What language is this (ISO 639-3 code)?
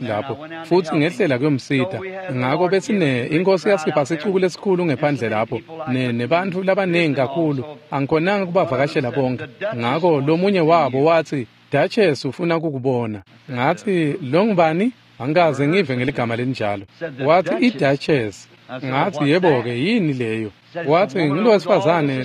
ssw